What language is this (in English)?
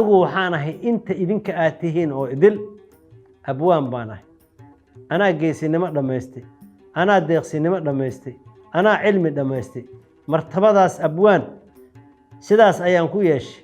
Somali